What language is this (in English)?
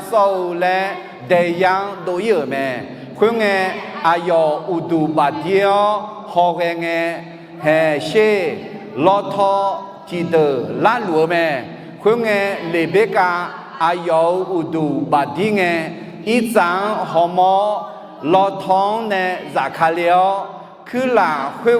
Akha